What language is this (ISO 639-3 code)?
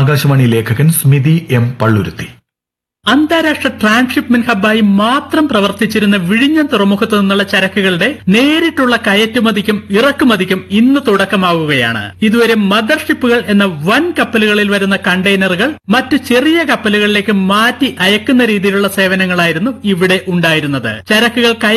mal